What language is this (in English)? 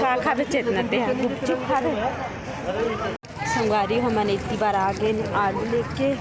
Chhattisgarhi